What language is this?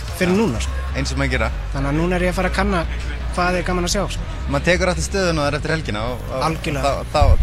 Icelandic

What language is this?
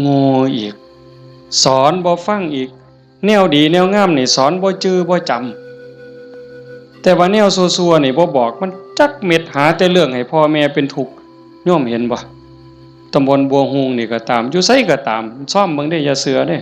Northeastern Thai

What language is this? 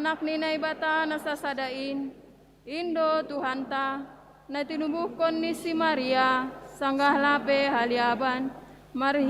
Batak Simalungun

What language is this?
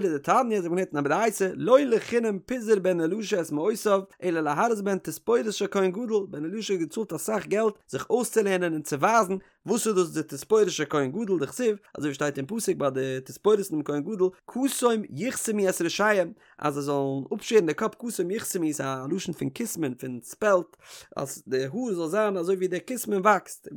Yiddish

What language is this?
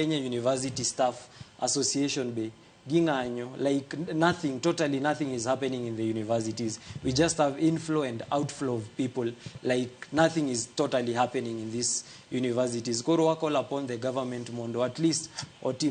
Luo (Kenya and Tanzania)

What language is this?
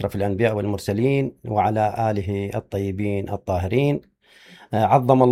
Mesopotamian Arabic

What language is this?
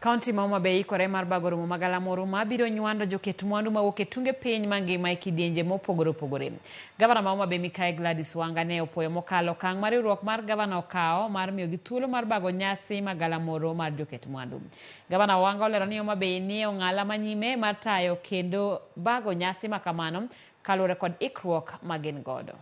Luo (Kenya and Tanzania)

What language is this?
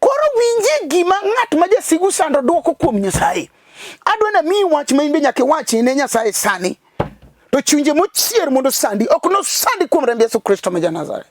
Luo (Kenya and Tanzania)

